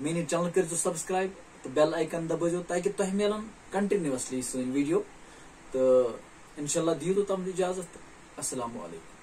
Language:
Kashmiri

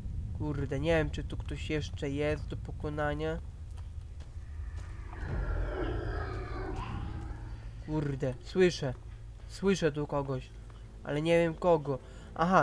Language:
Polish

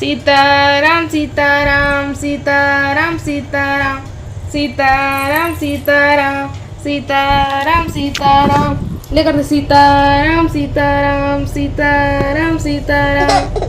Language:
Chhattisgarhi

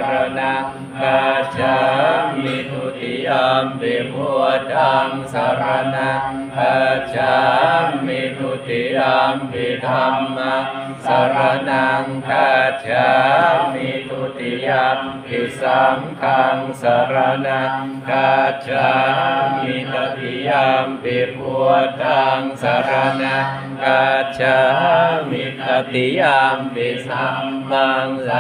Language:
Pali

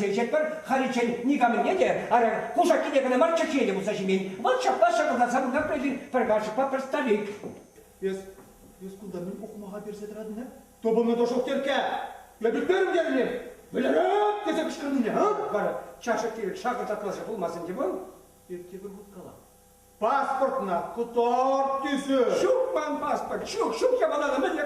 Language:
Chuvash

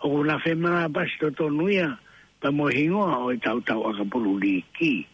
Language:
Tongan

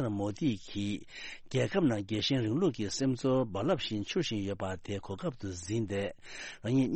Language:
Tibetan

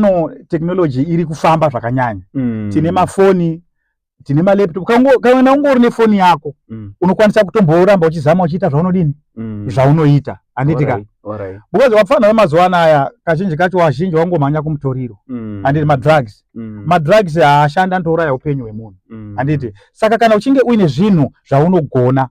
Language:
Shona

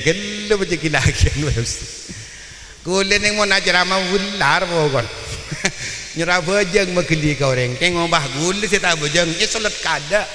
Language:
Madurese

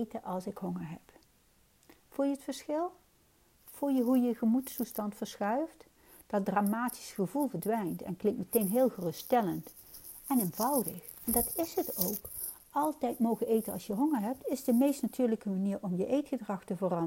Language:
Dutch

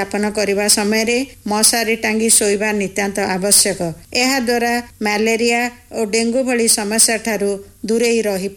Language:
Odia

